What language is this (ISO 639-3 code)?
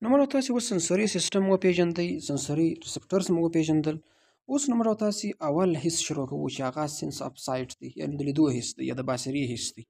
pus